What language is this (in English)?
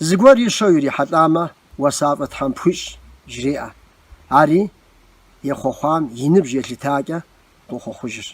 Kabardian